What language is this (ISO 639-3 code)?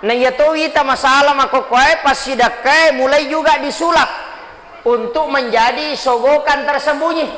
bug